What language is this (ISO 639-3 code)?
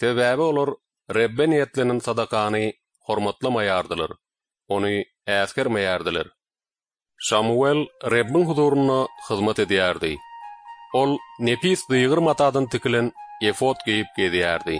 tuk